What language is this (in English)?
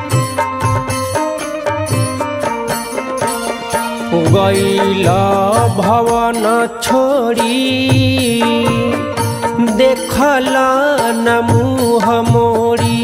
Bhojpuri